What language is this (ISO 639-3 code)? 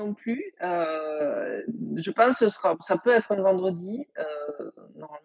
fra